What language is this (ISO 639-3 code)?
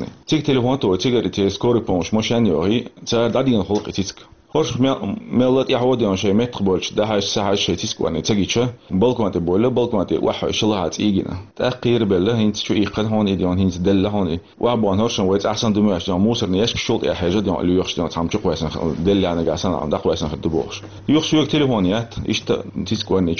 che